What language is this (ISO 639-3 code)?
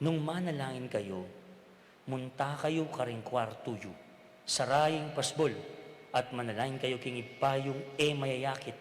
pam